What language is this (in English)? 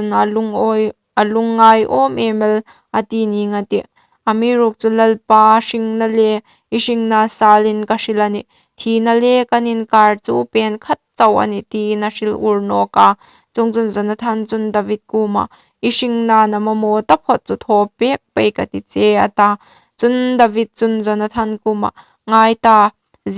Hmar